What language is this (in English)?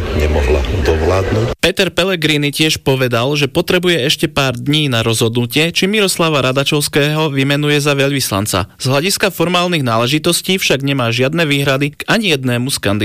Slovak